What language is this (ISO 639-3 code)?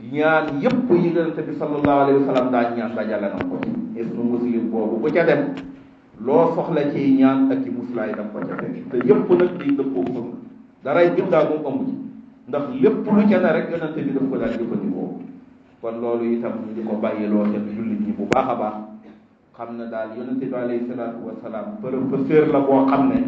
wol